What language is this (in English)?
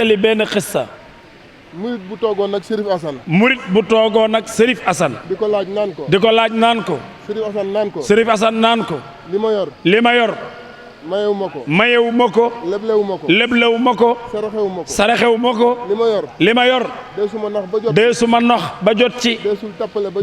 Wolof